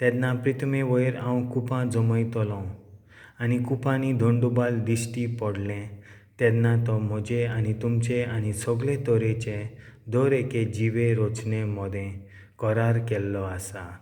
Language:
Konkani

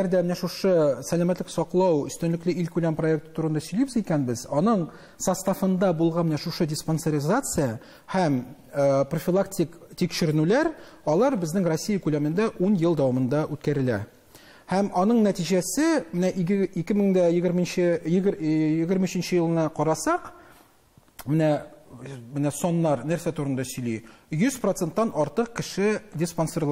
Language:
Tatar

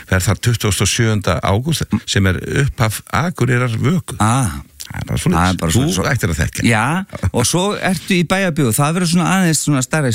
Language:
Icelandic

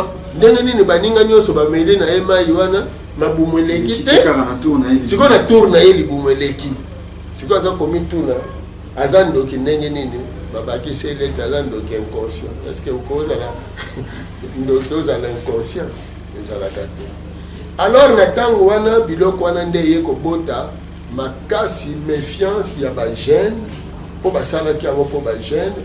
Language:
Lingala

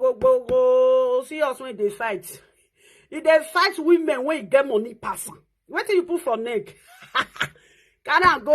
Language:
Nigerian Pidgin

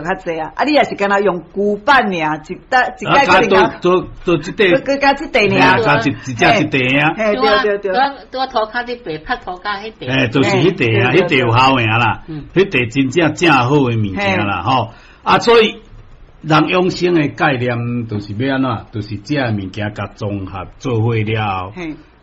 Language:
Min Nan Chinese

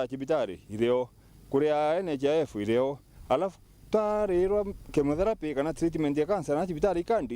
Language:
Meru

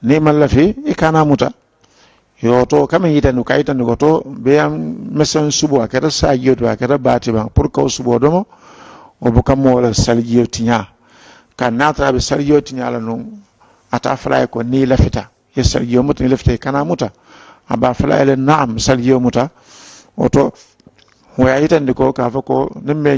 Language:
Mandingo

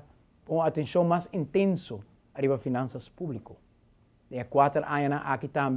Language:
Papiamento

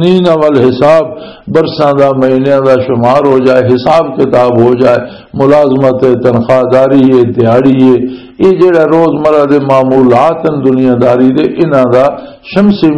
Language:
Western Panjabi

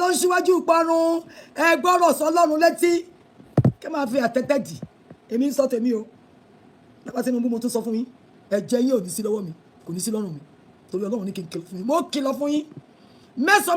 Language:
Yoruba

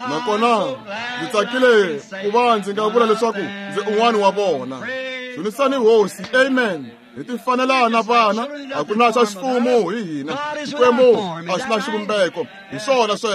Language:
Tsonga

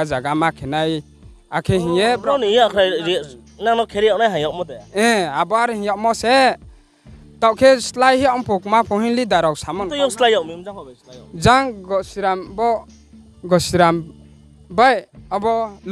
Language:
Riang (India)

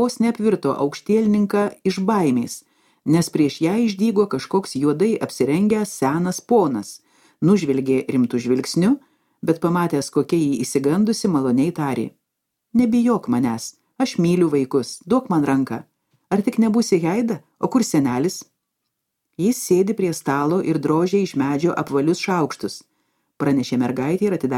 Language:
Lithuanian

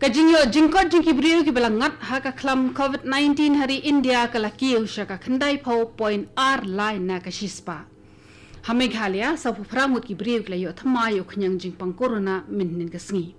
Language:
Khasi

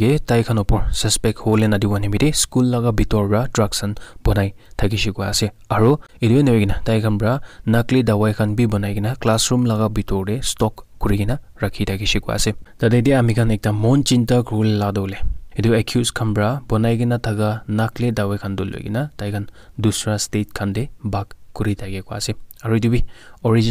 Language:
Naga Pidgin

